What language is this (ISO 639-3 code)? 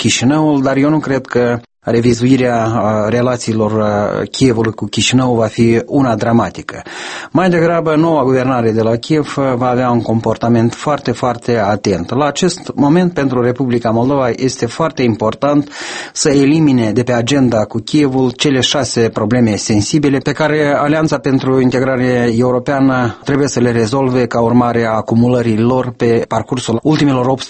ron